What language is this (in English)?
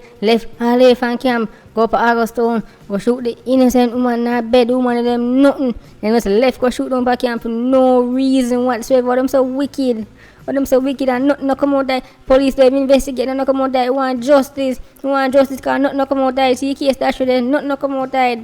Jamaican Creole English